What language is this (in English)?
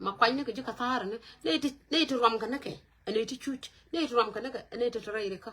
Nuer